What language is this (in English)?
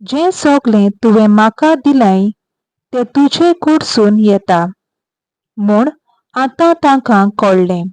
Konkani